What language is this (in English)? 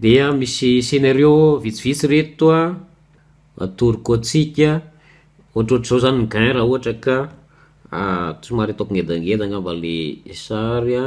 Malagasy